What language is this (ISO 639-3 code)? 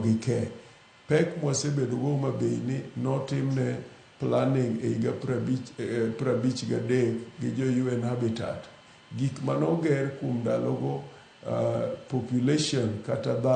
luo